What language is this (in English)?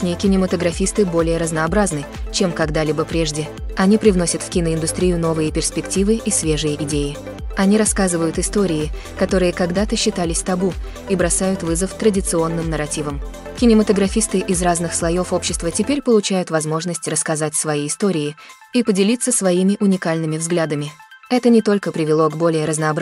Russian